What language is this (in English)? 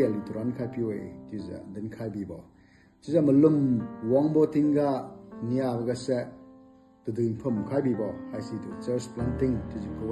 Liangmai Naga